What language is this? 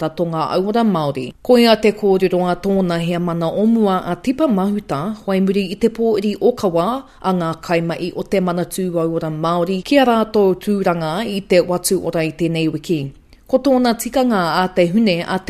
Māori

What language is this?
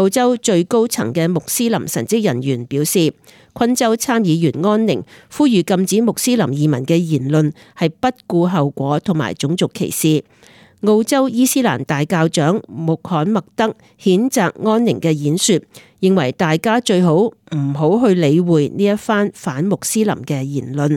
Cantonese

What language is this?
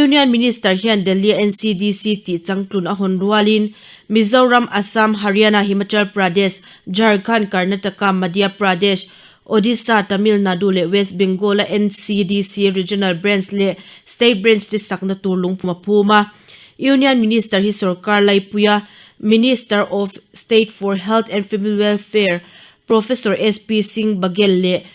Mizo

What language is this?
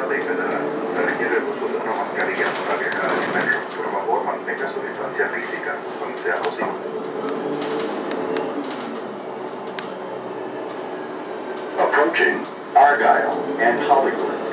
Spanish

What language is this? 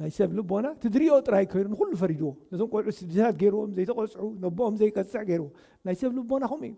Tigrinya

